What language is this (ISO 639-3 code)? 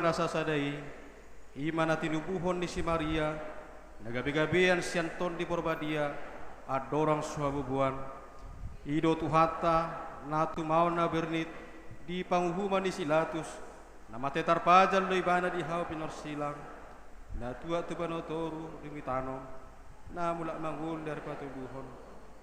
bbc